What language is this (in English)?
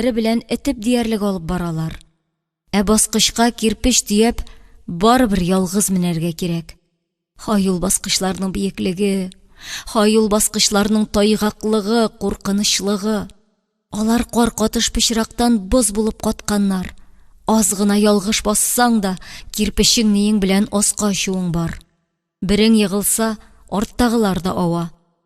Tatar